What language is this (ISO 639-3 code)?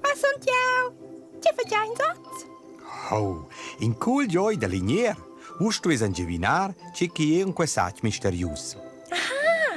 roh